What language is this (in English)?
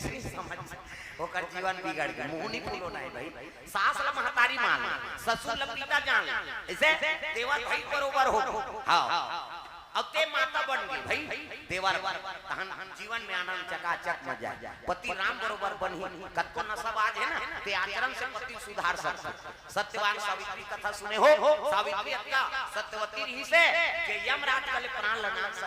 Chhattisgarhi